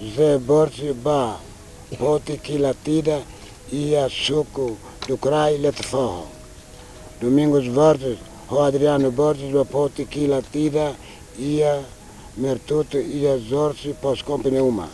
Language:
Tetum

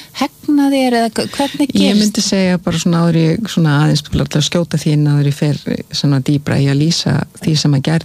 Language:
Icelandic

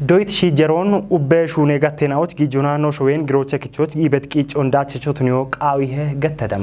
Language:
Kafa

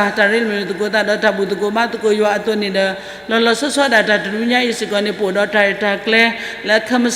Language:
S'gaw Karen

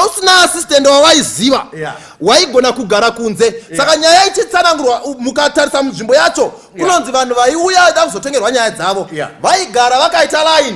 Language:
Shona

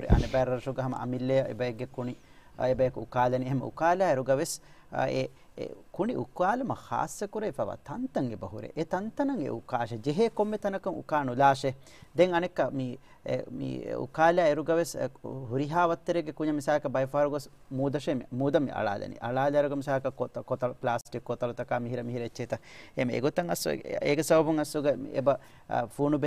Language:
Divehi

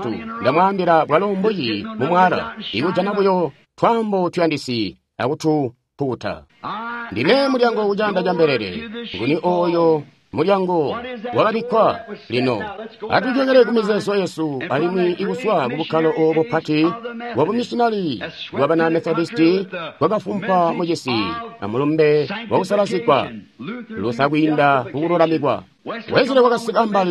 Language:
Tonga (Zambia)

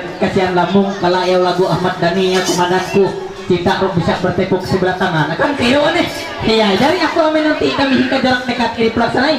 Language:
Ma'anyan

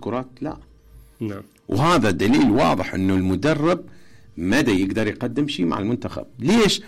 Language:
Mesopotamian Arabic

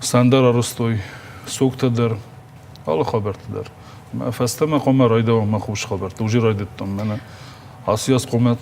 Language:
Ossetic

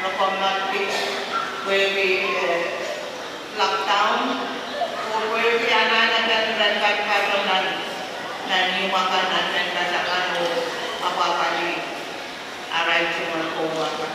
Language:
Pohnpeian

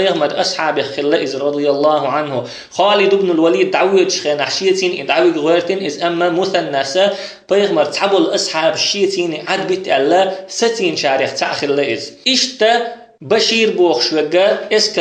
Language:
Chechen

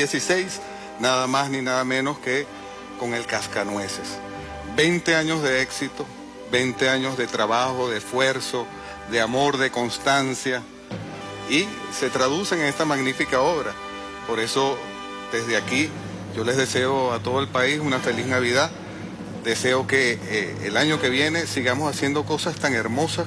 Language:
Spanish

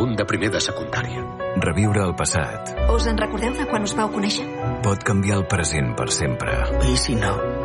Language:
Catalan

